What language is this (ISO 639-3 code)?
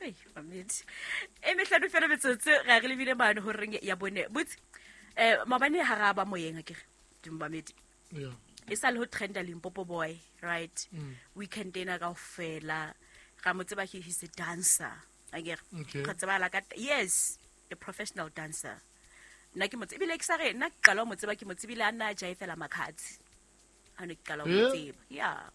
sot